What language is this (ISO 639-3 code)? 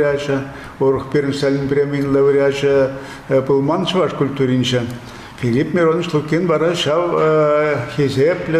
chv